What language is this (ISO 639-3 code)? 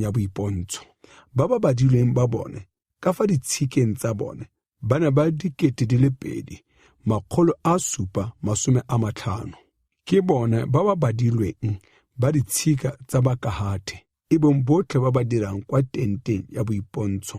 tsn